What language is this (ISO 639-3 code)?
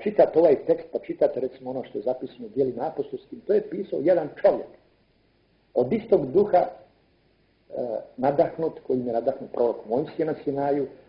hrv